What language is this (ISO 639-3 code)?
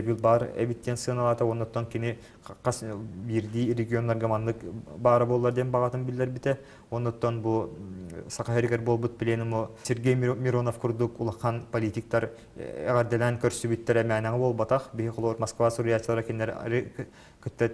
sah